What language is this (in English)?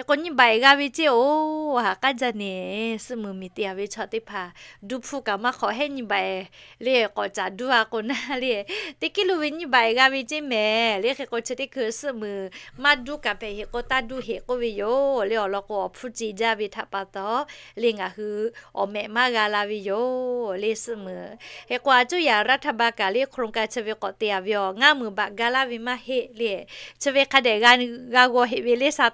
Lahu